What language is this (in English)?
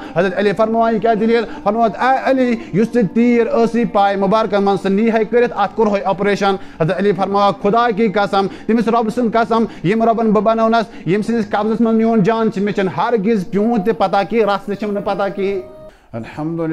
Kashmiri